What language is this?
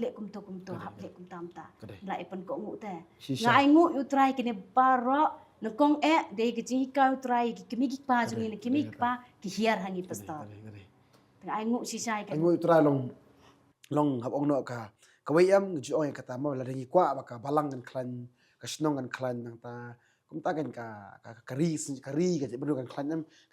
Khasi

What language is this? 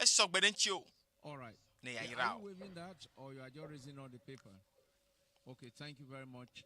Ewe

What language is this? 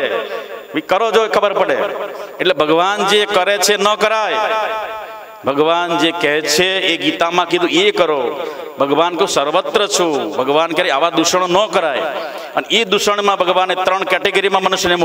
Gujarati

